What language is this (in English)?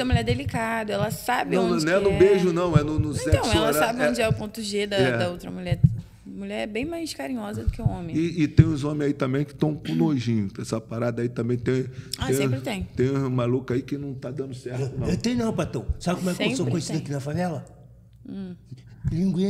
Portuguese